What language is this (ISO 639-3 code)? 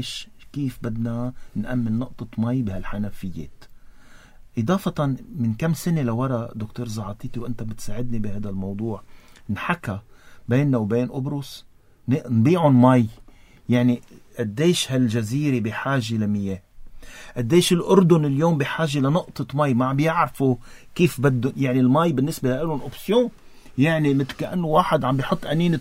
apc